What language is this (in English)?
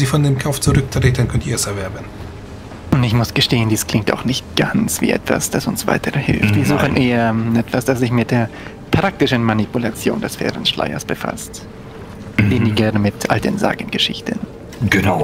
German